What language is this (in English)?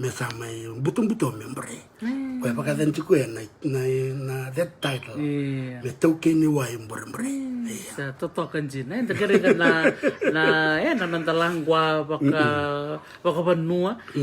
Fijian